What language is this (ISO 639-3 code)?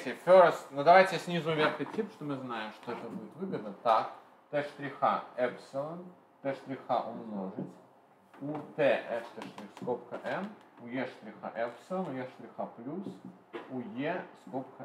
rus